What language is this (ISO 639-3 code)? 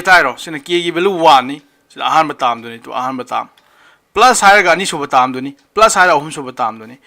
mni